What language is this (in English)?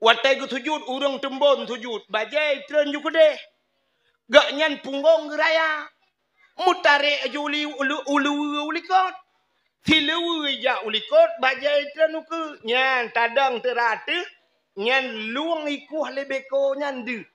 Achinese